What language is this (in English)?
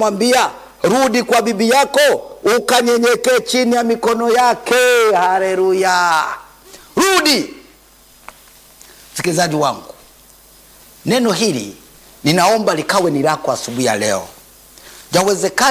Swahili